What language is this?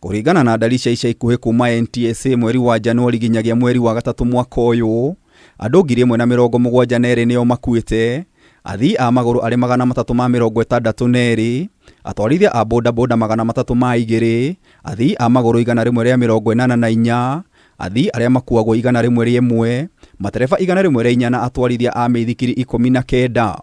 Kikuyu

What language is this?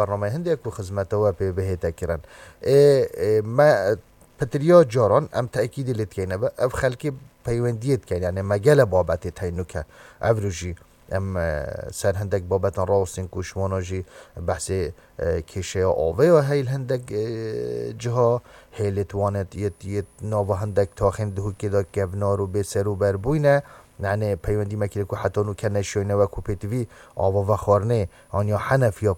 Kurdish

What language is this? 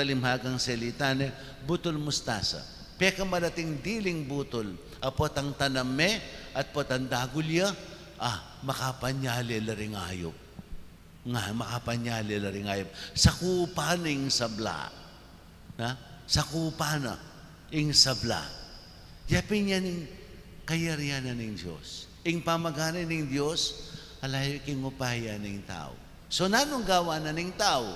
Pampanga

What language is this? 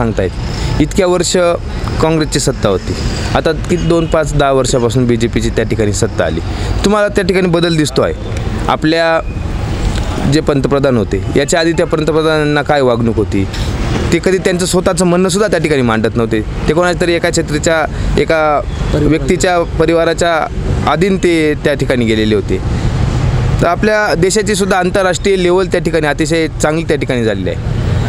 Marathi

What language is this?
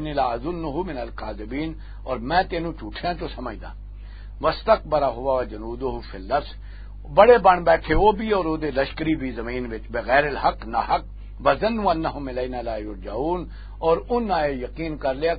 Western Panjabi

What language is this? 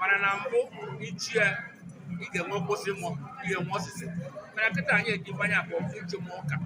Igbo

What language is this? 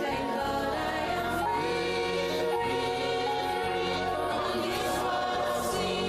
Ewe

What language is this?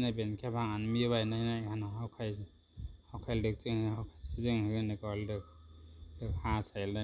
Shan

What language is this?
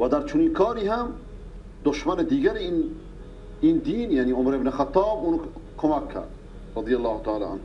Persian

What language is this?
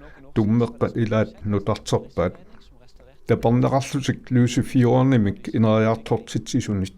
Kalaallisut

